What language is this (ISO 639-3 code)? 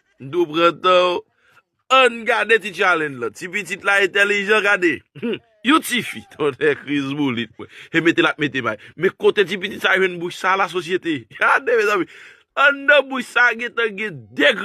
hat